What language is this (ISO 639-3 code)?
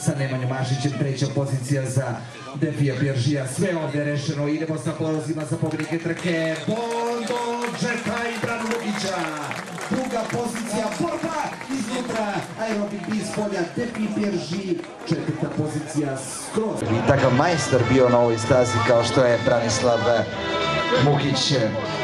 srp